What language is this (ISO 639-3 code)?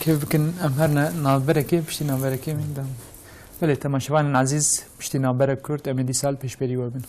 kur